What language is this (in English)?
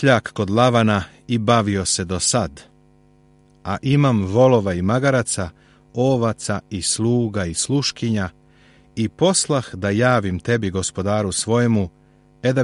Serbian